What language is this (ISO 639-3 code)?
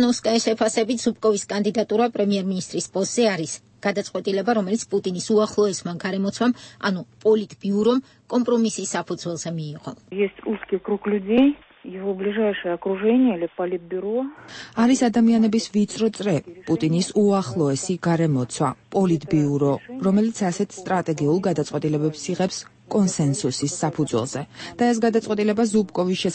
kat